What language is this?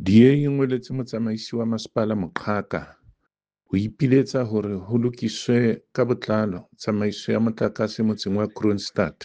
Southern Sotho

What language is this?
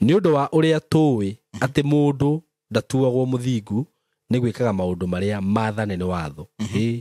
Kikuyu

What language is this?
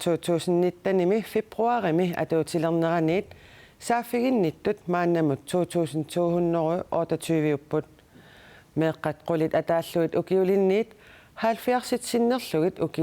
Kalaallisut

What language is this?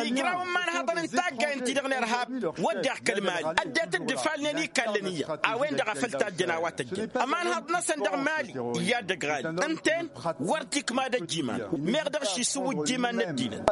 Tamasheq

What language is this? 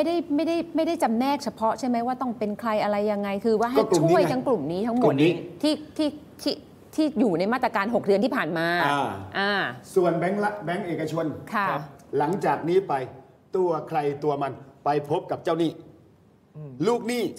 Thai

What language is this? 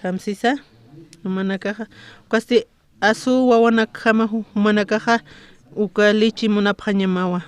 Aymara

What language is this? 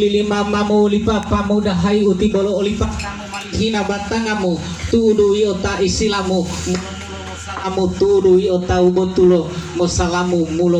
Gorontalo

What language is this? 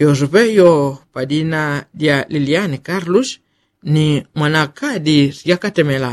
Yao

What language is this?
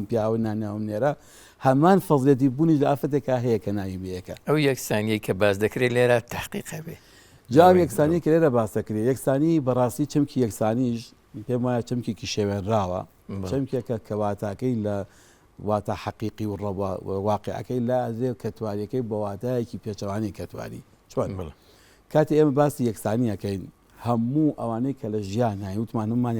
Central Kurdish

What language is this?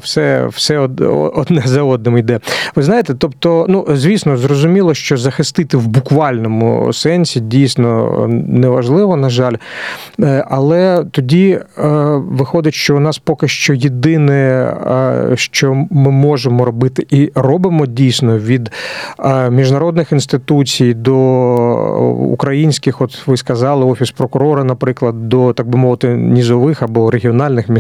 Ukrainian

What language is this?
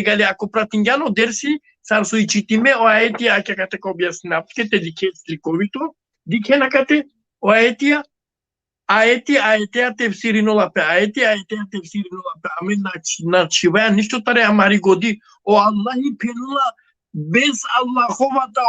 Balkan Romani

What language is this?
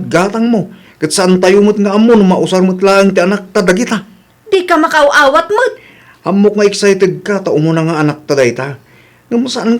Iloko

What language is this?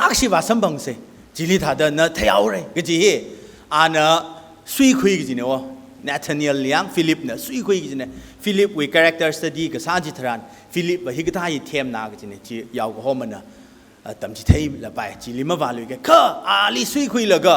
Tangkhul Naga (India)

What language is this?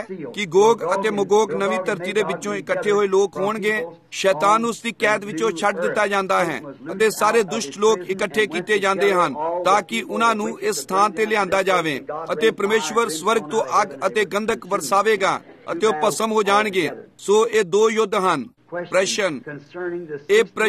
Punjabi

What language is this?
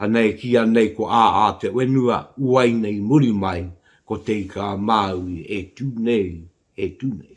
Māori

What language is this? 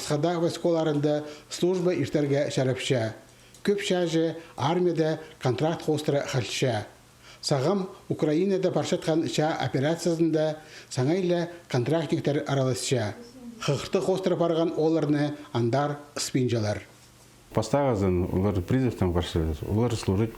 Khakas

